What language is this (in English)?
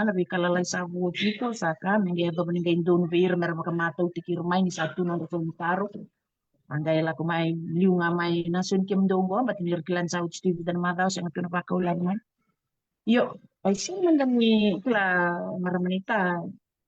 Fijian